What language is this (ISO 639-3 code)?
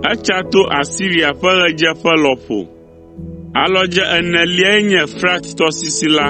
ewe